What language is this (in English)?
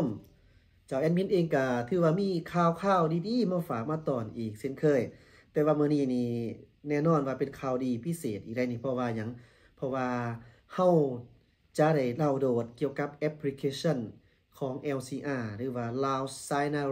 Lao